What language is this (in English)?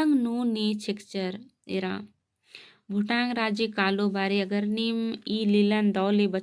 Kurukh